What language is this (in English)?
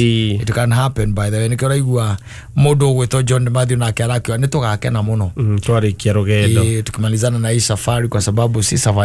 Kikuyu